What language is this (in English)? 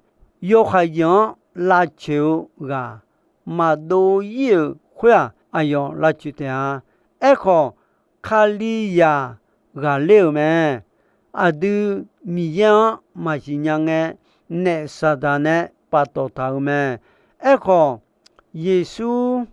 Akha